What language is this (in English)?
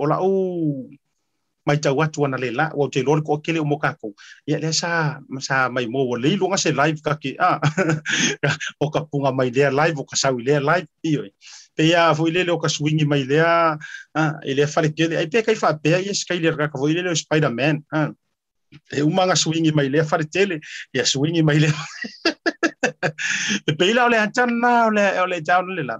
Samoan